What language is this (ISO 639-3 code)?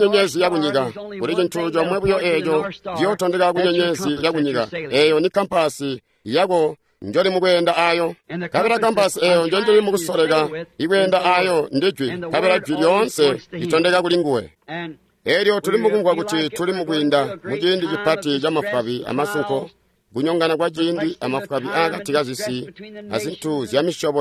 toi